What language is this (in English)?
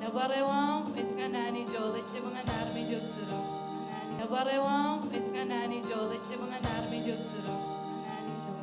Marshallese